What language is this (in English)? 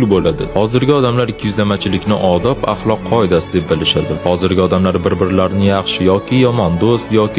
Uzbek